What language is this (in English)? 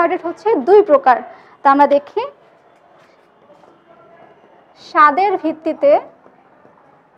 Bangla